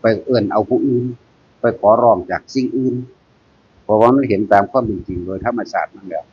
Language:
Northeastern Thai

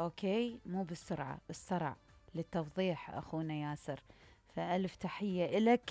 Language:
Mesopotamian Arabic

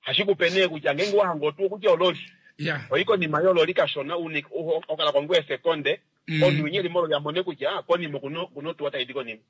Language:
Kuanyama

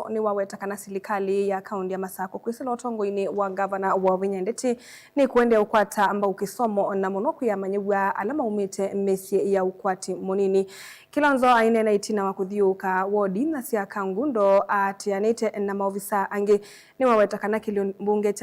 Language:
Kamba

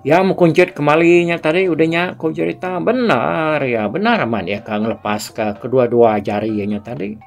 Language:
Iban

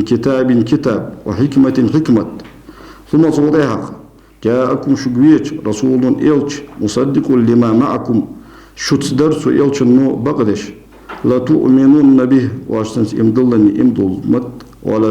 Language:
Ingush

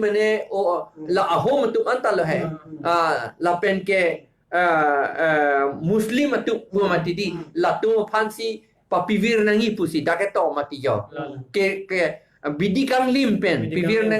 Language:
Karbi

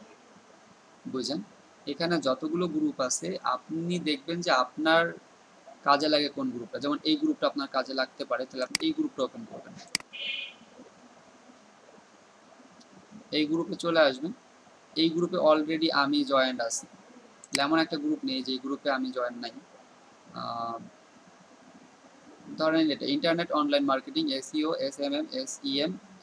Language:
Bangla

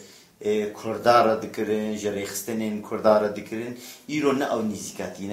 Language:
Kurdish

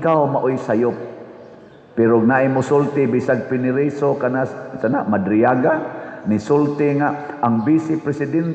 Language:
Cebuano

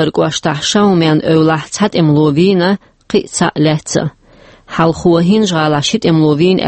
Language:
Chechen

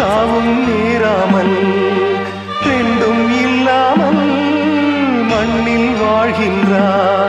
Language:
Tamil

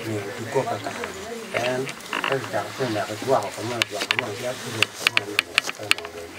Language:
Acoli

